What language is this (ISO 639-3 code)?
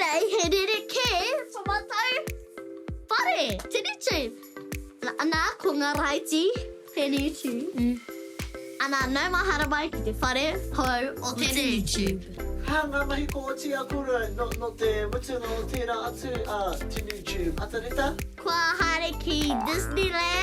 mri